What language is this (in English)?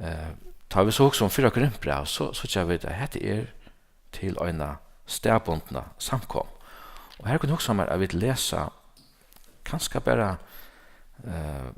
Faroese